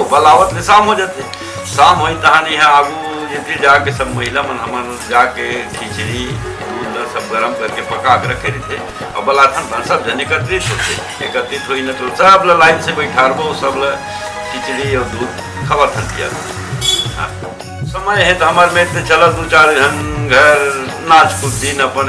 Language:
Chhattisgarhi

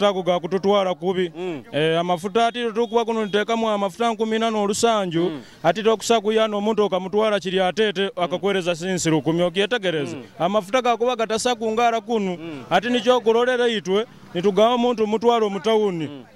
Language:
Nyoro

